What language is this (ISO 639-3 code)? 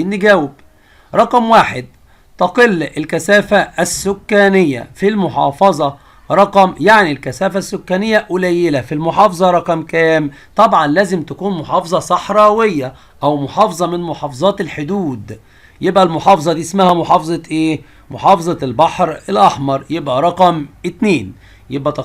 arz